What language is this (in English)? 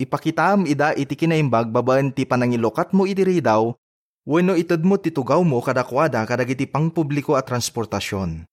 Iloko